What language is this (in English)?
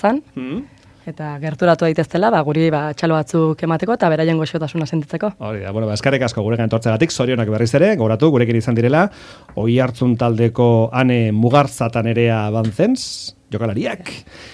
Basque